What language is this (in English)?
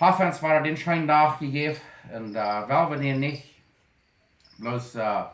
Plautdietsch